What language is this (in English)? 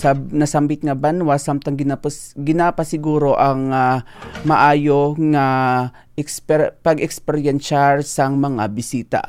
Hiligaynon